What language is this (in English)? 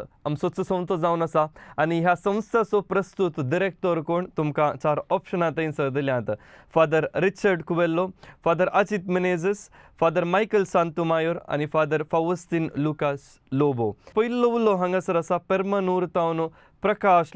Konkani